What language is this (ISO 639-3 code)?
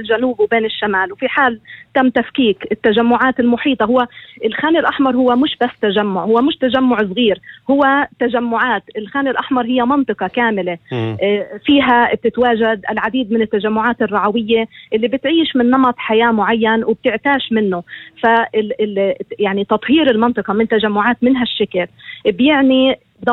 apc